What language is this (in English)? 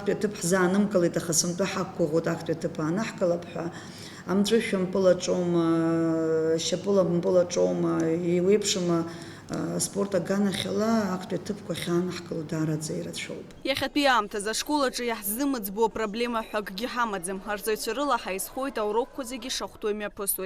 Abkhazian